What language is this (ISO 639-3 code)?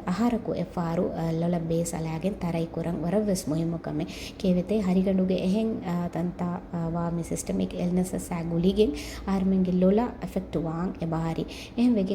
div